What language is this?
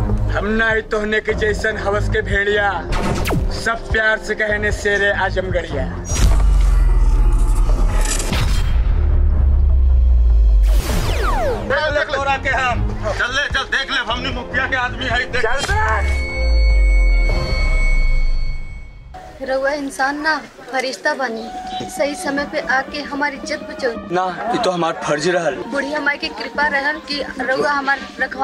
Bhojpuri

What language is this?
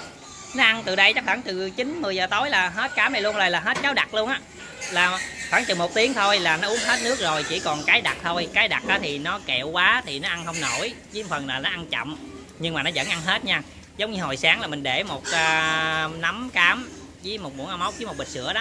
Vietnamese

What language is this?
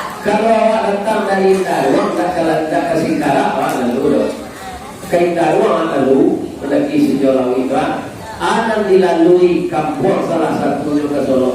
Minangkabau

